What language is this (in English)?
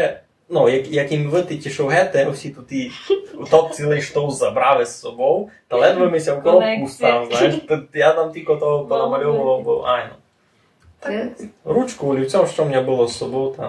Rusyn